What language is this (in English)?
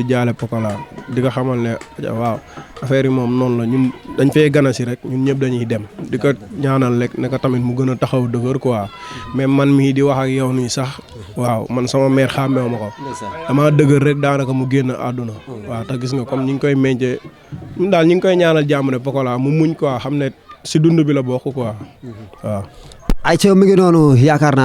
Wolof